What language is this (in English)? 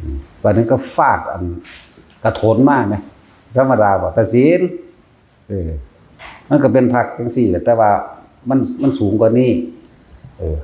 Northeastern Thai